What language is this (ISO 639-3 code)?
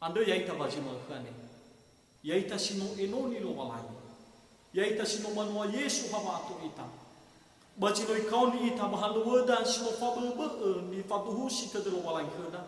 nia